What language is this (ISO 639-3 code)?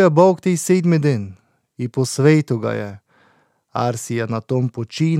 slv